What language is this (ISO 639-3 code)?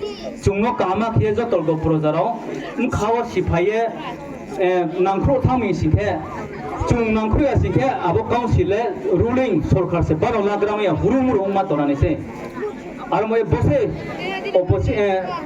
ria